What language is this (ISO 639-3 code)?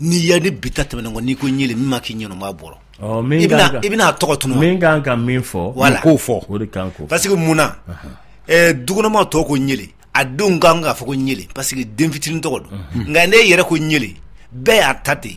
bam